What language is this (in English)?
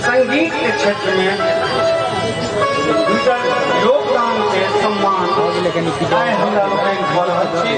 Maithili